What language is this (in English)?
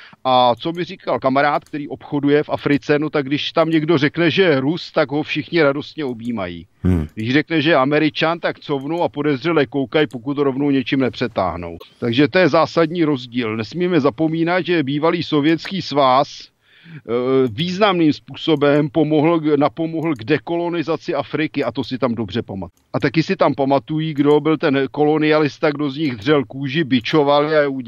Czech